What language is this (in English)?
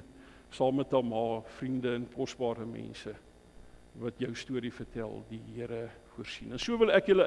Afrikaans